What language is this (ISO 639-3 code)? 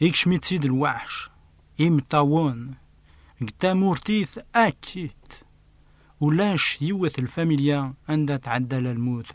kab